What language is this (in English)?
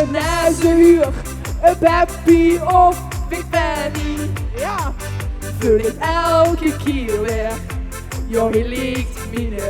Limburgish